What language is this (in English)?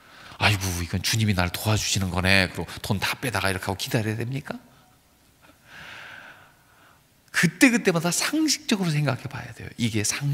Korean